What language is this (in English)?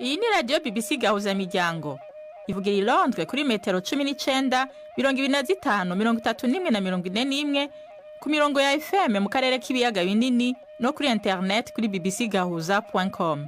Rundi